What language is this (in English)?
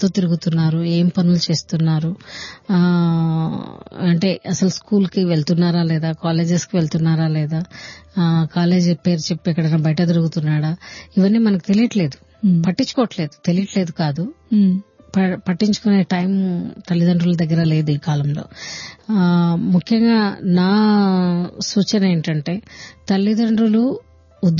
Telugu